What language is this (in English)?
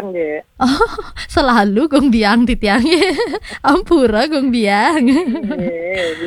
Balinese